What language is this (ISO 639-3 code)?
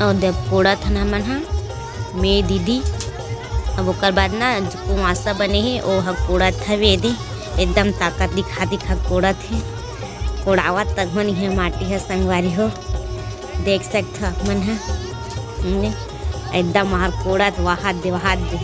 hne